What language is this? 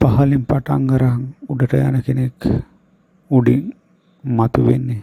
Sinhala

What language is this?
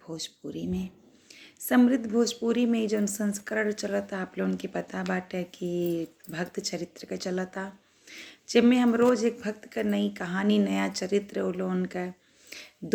Bhojpuri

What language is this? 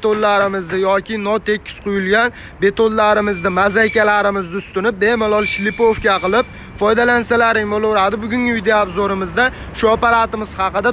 Uzbek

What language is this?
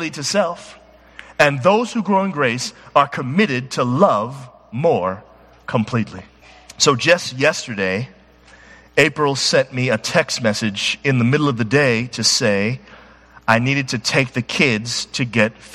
English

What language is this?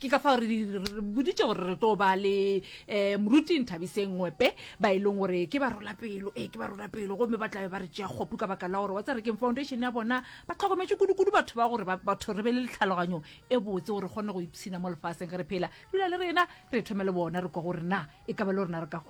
Northern Sotho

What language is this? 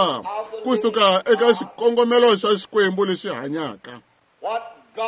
Tsonga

